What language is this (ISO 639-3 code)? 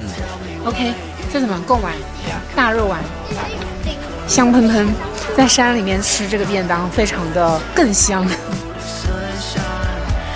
zho